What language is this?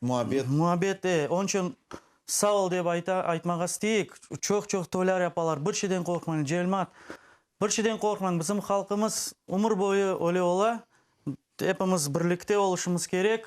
Crimean Tatar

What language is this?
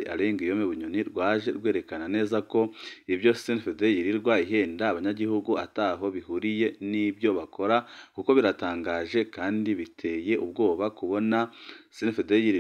Rundi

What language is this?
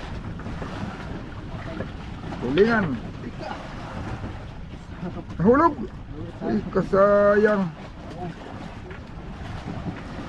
Filipino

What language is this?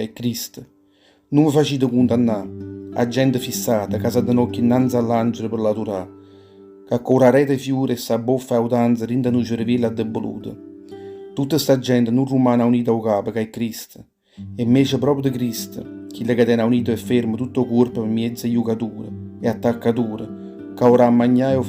Neapolitan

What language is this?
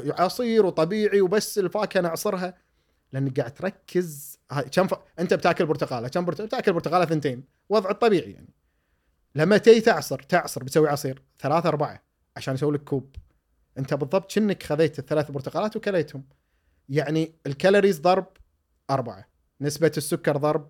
Gulf Arabic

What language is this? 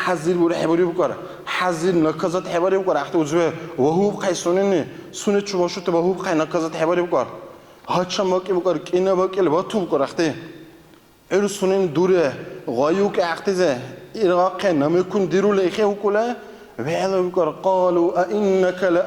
Dargwa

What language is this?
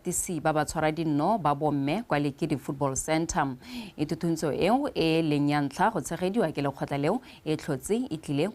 Tswana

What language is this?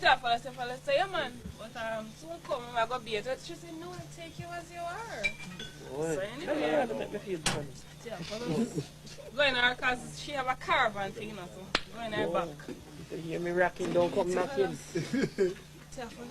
Jamaican Creole English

